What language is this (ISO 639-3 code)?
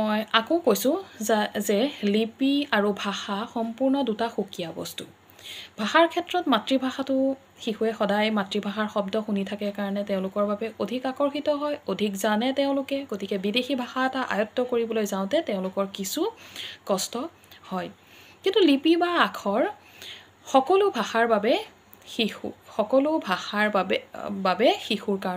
asm